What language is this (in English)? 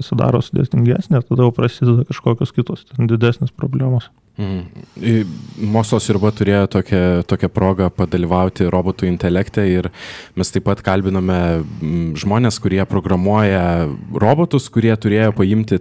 Lithuanian